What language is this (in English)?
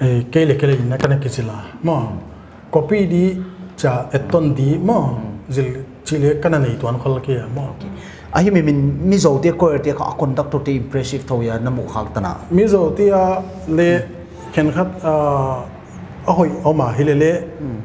Paite Chin